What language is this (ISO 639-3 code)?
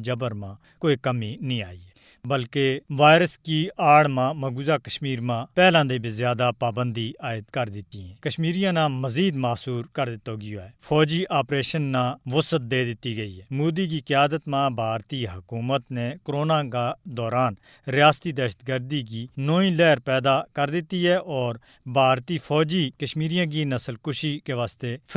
gju